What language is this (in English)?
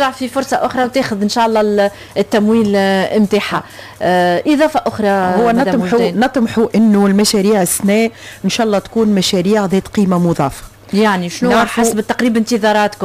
Tunisian Arabic